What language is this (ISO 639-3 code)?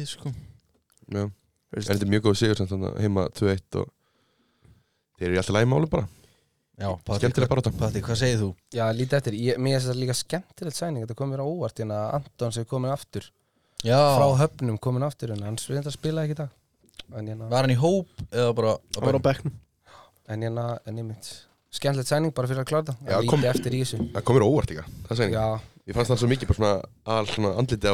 isl